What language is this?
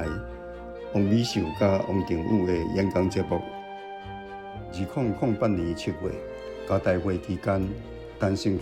Min Nan Chinese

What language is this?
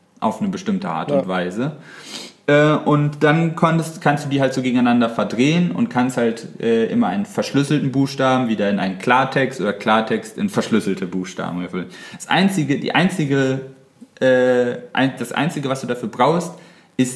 German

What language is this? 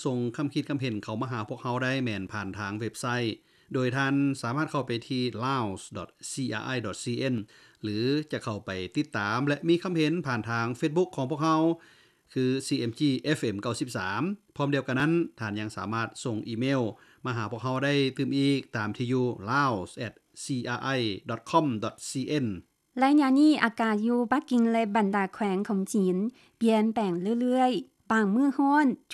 Lao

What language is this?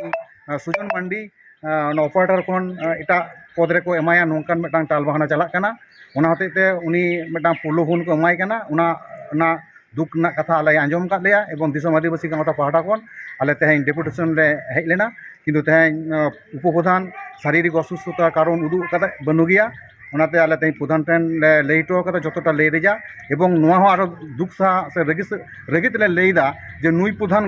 Santali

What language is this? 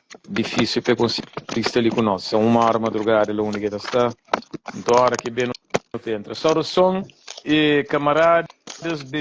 Kabuverdianu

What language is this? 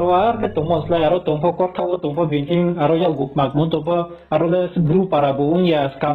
Riang (India)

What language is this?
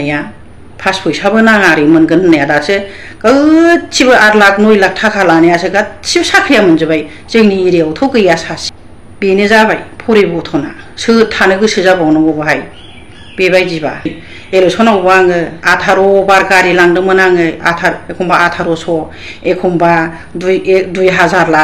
Bodo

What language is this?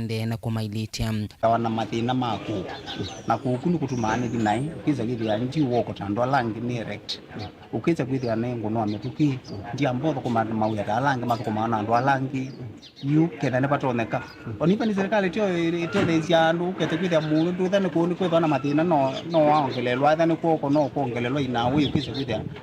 Kamba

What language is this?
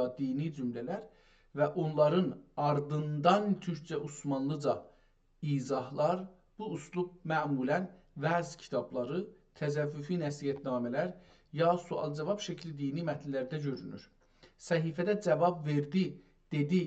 South Azerbaijani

